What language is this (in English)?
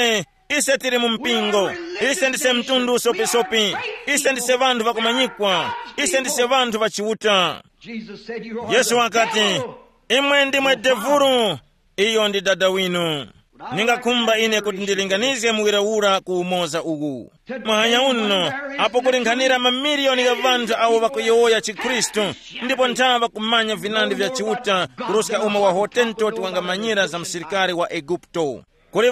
Tumbuka